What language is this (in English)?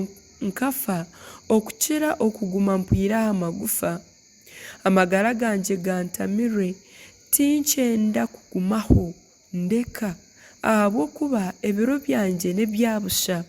Nyankole